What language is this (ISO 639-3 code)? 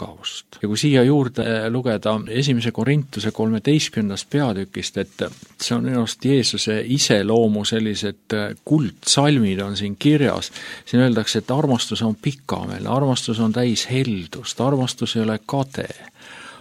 est